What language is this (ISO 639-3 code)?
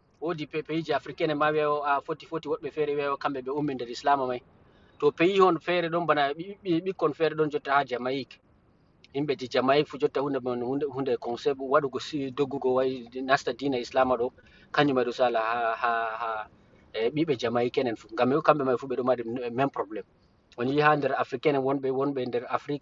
ful